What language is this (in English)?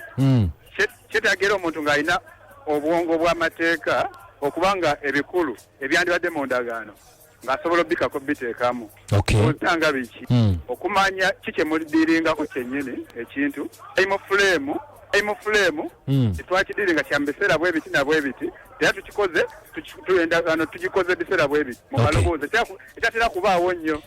Ganda